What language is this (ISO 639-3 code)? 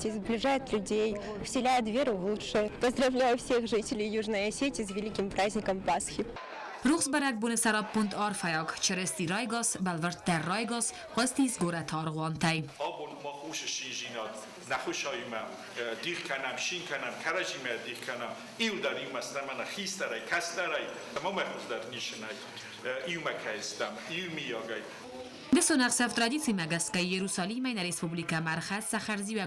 oss